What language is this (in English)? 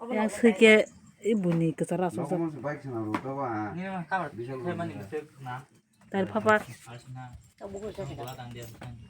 Kok Borok